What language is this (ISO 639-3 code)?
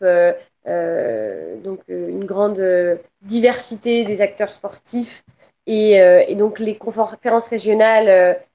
fra